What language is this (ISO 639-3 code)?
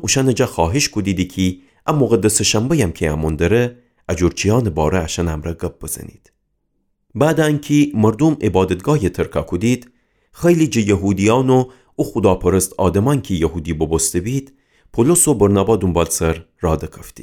glk